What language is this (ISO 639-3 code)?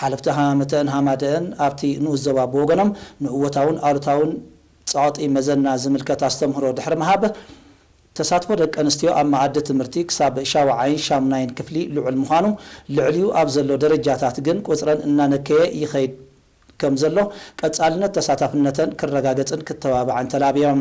tir